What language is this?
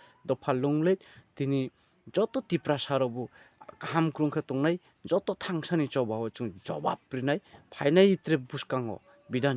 Riang (India)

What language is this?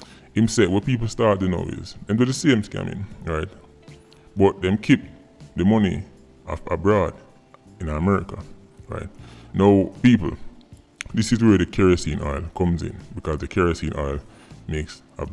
Jamaican Creole English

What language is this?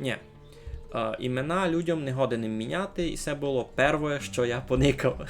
Rusyn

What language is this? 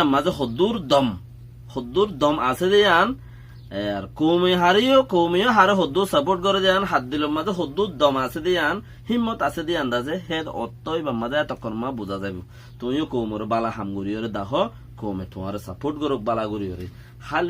Rohingya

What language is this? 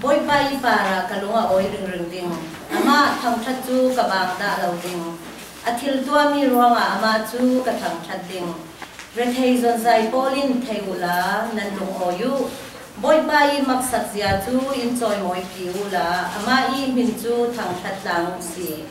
Falam Chin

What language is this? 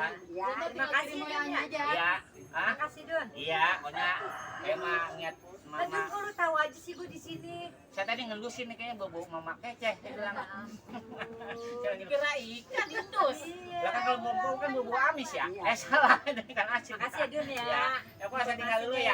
Betawi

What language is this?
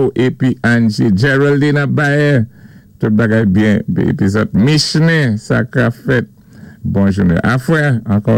Saint Lucian Creole French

